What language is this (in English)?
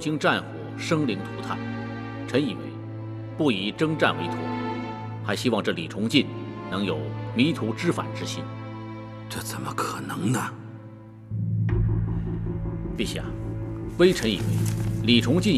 Chinese